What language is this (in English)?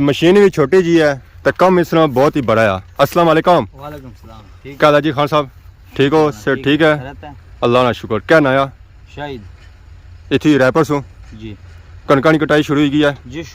Pahari-Potwari